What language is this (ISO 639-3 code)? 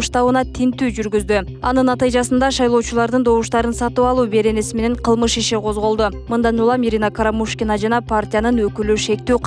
kir